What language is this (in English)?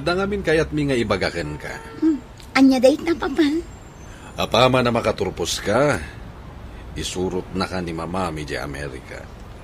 Iloko